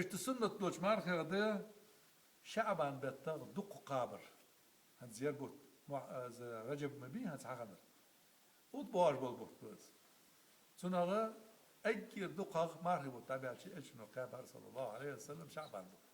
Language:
Ingush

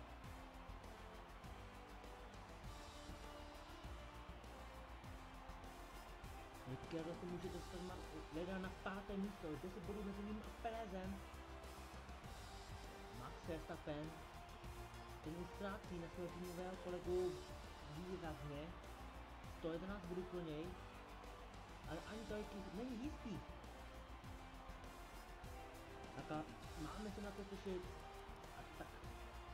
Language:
Czech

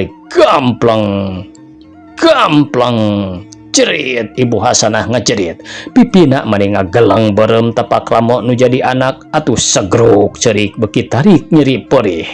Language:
Sundanese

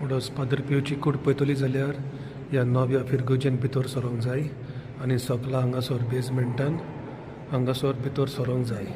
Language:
Konkani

